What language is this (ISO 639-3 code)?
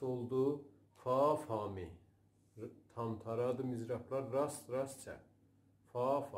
azb